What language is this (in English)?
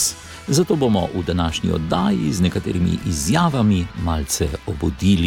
Slovenian